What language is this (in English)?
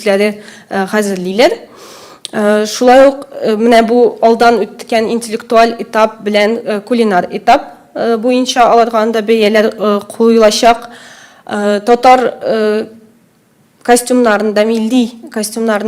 Tatar